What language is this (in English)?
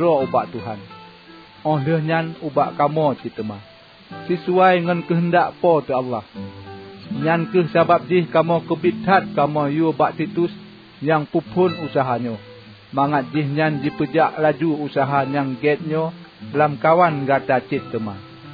Achinese